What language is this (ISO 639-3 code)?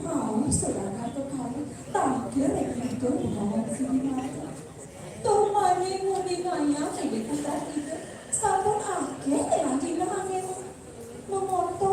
ban